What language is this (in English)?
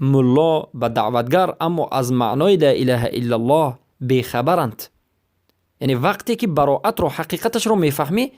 Persian